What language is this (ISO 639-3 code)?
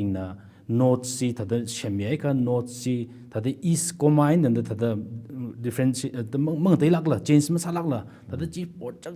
nmf